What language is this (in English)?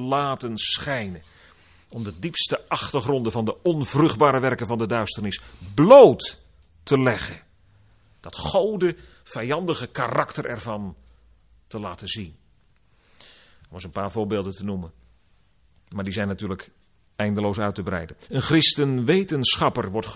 Dutch